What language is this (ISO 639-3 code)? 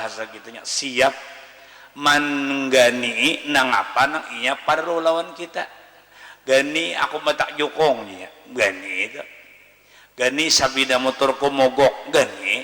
bjn